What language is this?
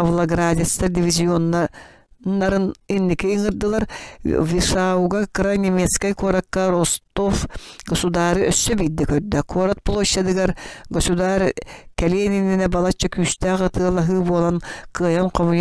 Yakut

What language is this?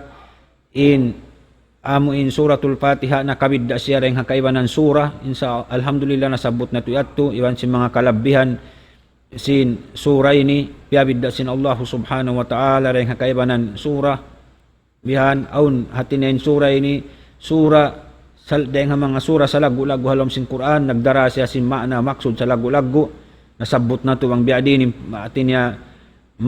Tausug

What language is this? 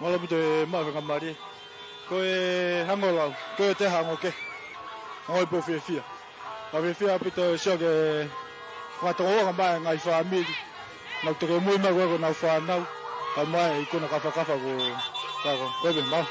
Tongan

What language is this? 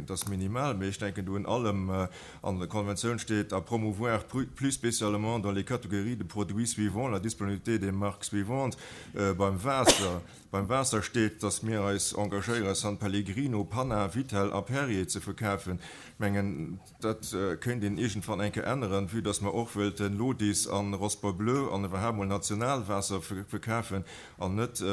Luxembourgish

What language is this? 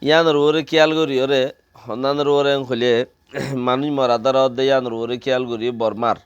Rohingya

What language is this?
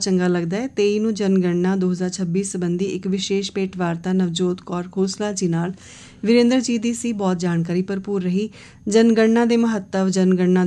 Punjabi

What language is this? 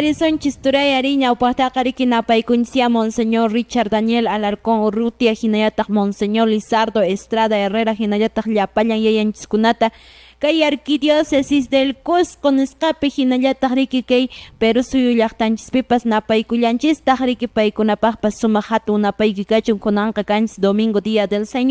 Quechua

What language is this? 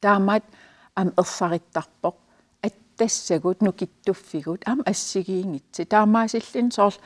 Kalaallisut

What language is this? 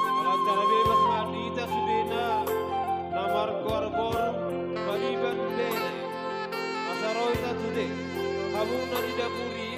Batak Toba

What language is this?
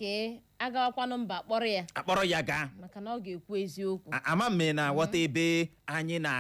Igbo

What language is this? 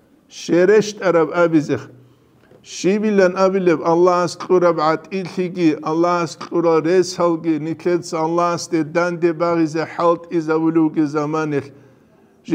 Avaric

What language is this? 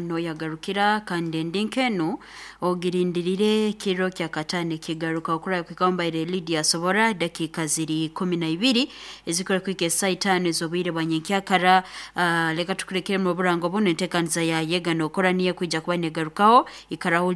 Nyoro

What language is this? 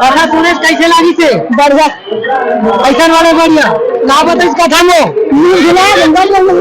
Chhattisgarhi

